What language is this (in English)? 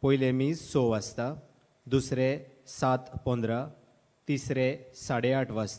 Konkani